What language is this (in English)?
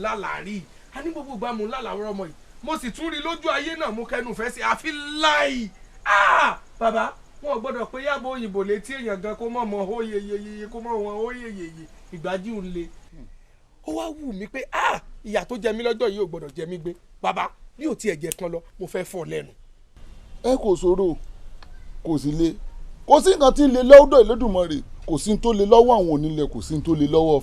Yoruba